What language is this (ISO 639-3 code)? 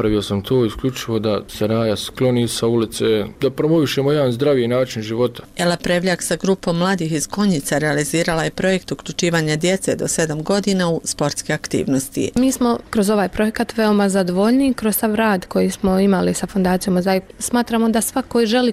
bos